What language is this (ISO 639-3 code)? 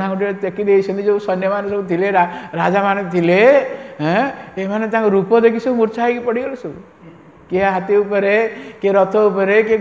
ori